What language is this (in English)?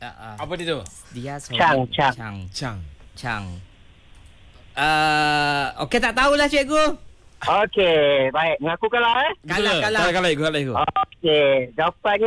Malay